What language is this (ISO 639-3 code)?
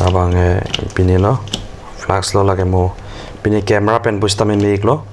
mjw